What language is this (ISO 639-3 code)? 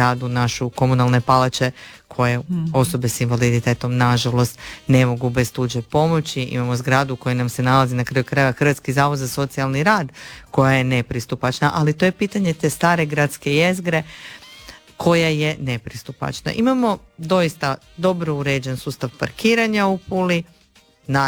hrv